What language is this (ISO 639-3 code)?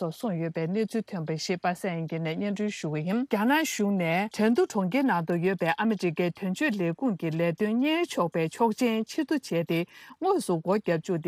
bod